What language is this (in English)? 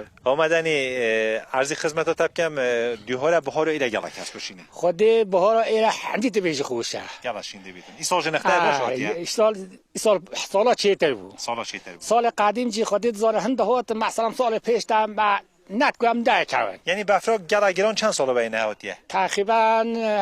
Kurdish